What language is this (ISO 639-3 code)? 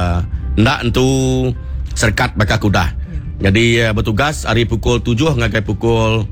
iba